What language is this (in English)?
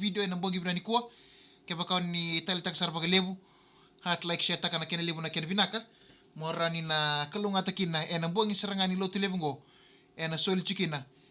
Fijian